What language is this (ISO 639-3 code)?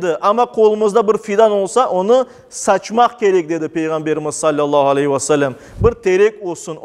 crh